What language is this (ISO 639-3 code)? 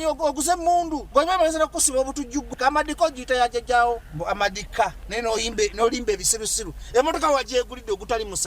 lug